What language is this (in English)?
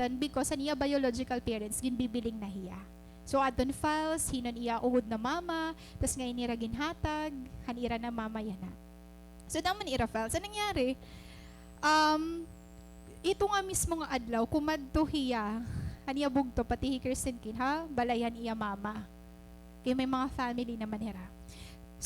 Waray